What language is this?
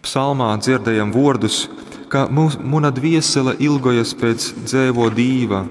Latgalian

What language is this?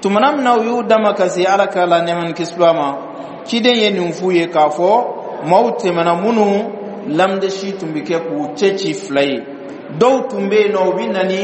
Bambara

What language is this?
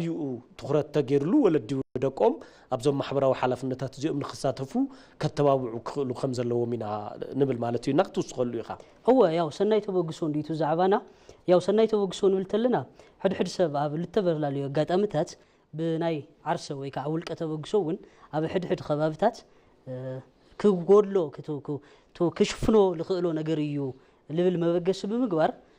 Tigrinya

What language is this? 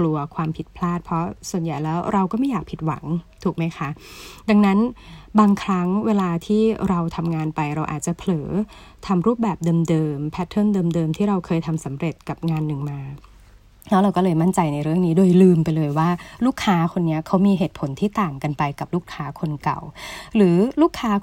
Thai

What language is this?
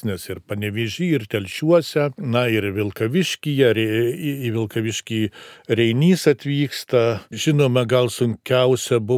Lithuanian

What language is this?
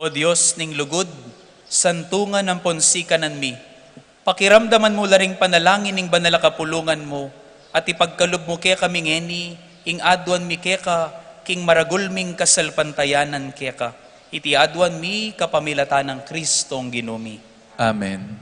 Pampanga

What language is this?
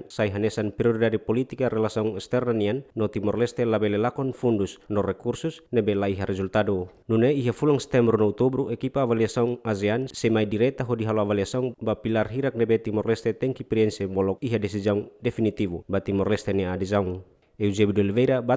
Tetum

